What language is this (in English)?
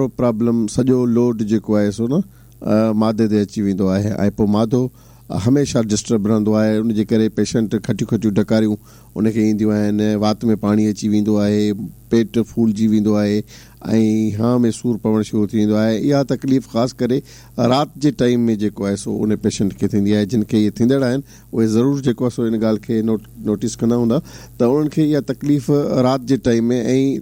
Sindhi